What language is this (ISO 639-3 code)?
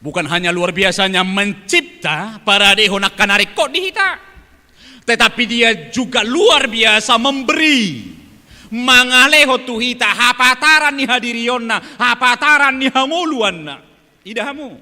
bbc